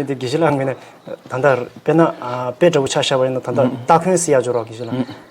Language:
Tibetan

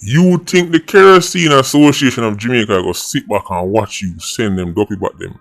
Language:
Jamaican Creole English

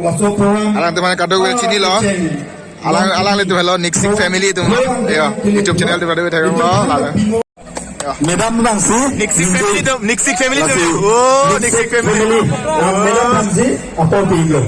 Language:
Karbi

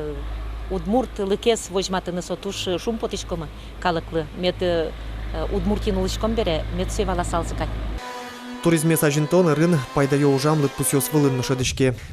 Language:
Udmurt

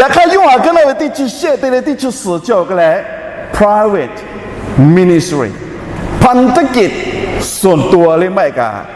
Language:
Lahu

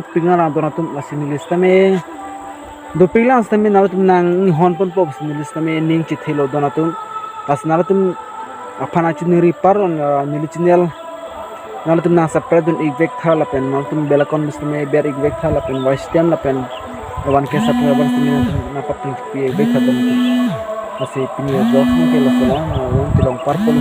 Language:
Karbi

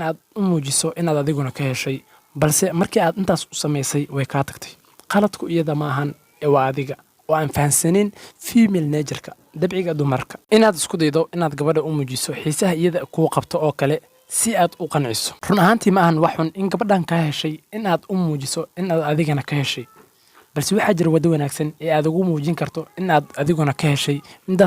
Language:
Somali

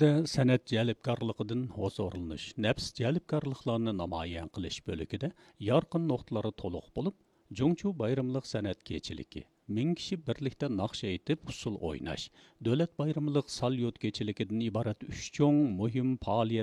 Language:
Uyghur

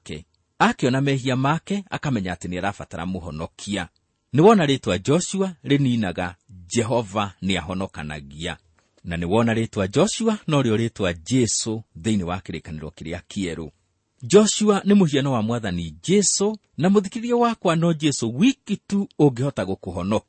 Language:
Kikuyu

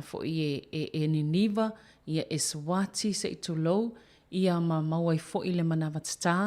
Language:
Samoan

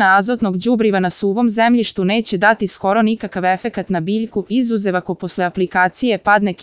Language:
Serbian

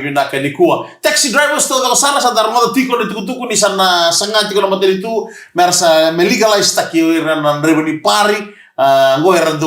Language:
Fijian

